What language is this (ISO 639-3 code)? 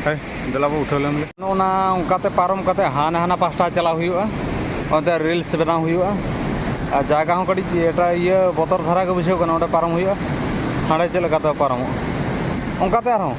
sat